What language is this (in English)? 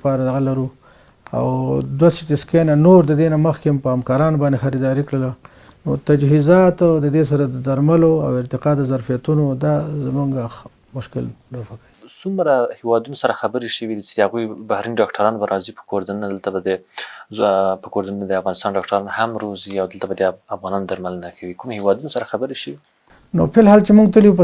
Pashto